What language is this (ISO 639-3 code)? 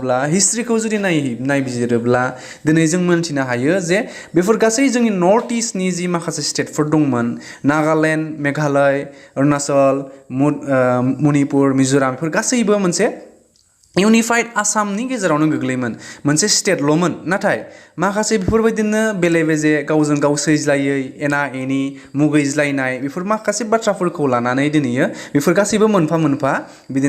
brx